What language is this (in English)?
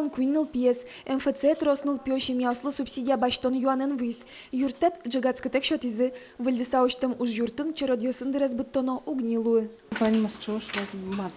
Udmurt